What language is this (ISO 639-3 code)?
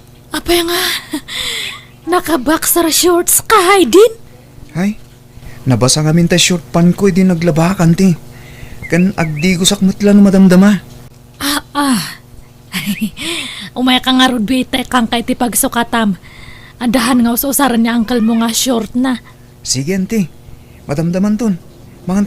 ilo